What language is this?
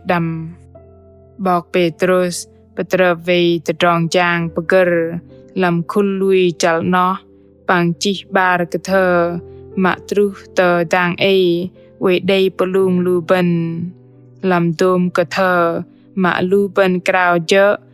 Bahnar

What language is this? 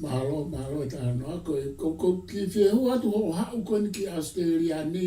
Tongan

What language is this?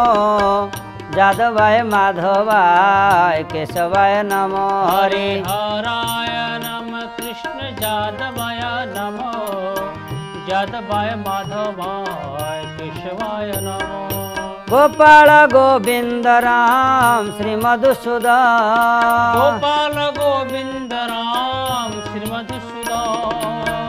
Odia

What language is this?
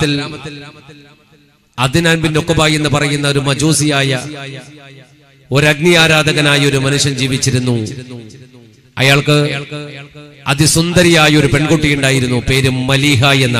Malayalam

